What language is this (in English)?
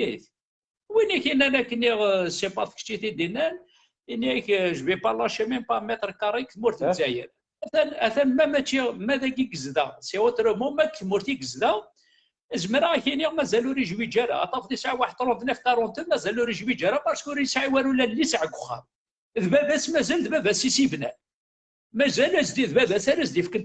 Kabyle